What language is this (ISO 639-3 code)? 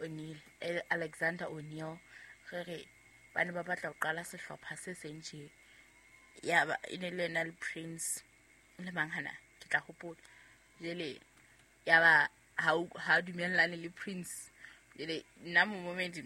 sot